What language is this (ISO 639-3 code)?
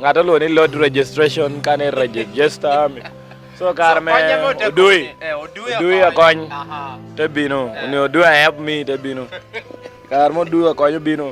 laj